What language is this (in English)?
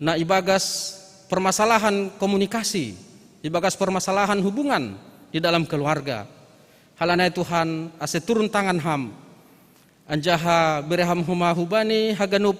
Batak Simalungun